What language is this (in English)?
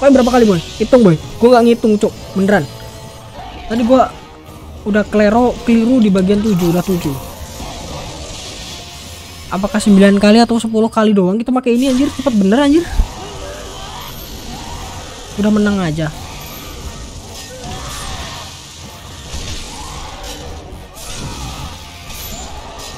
Indonesian